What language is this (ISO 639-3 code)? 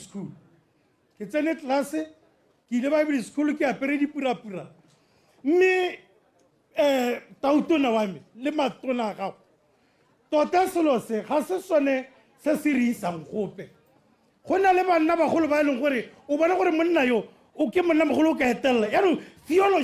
tsn